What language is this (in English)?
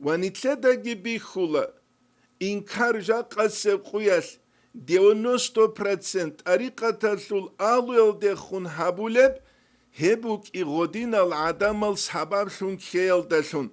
Avaric